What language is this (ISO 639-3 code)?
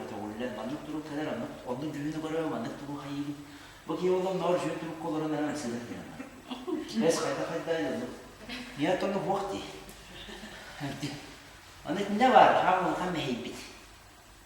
sah